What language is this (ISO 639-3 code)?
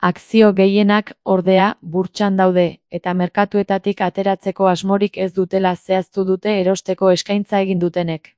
eus